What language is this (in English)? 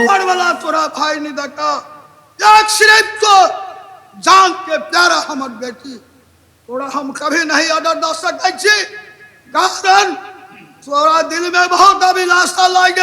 Maithili